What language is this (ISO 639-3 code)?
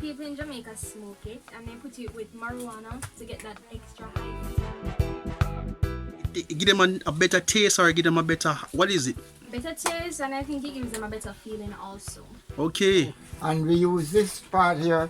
jam